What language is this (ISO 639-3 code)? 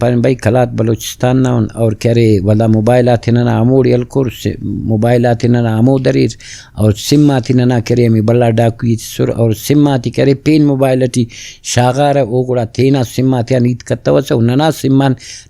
brh